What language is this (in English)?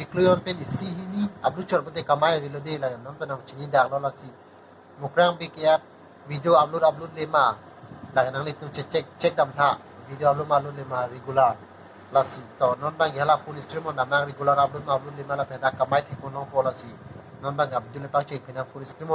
Karbi